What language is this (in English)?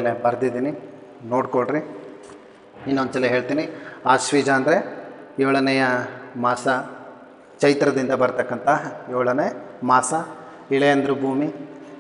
Kannada